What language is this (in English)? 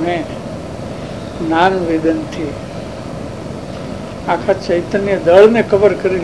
Gujarati